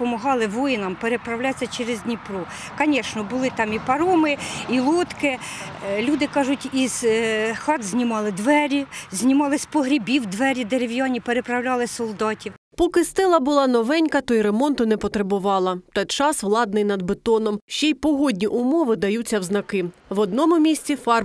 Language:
Ukrainian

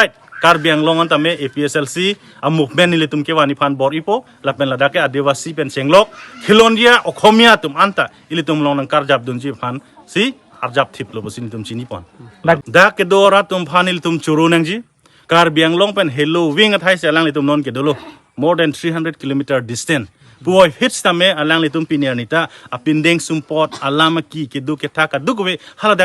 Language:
Karbi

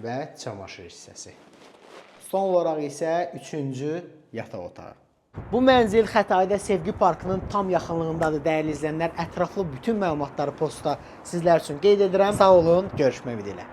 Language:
Azerbaijani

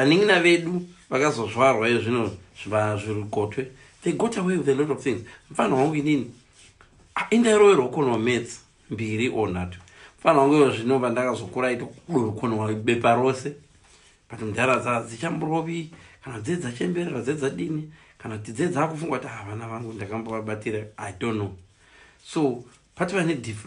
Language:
Shona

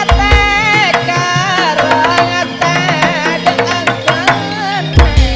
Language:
Madurese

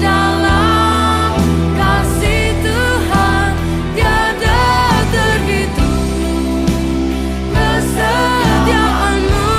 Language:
Biatah Bidayuh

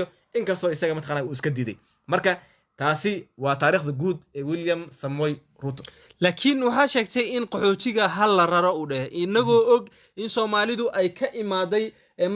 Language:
Somali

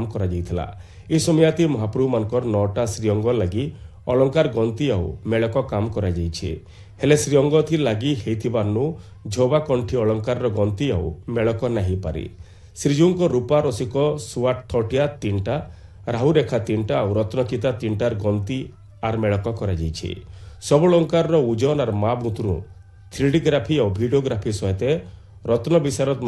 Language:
Odia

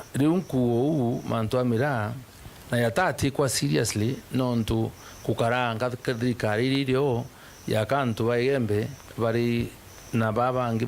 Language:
Meru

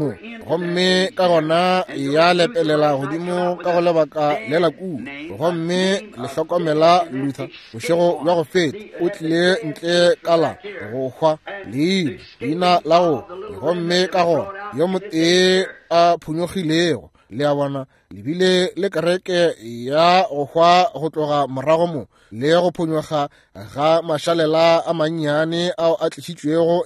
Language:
Northern Sotho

